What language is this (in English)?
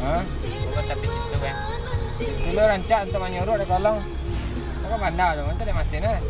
Minangkabau